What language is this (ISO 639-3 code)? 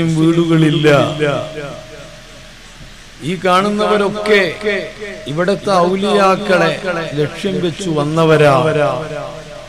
mal